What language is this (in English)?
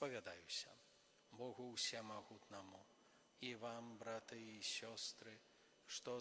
Belarusian